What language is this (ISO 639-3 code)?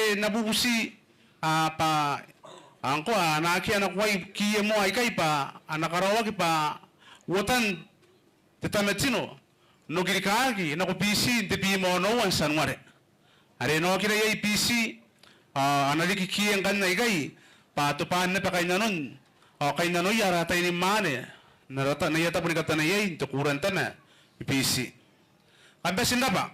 gil